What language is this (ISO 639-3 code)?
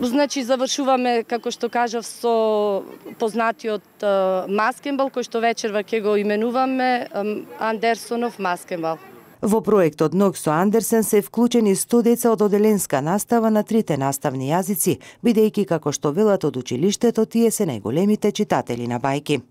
mkd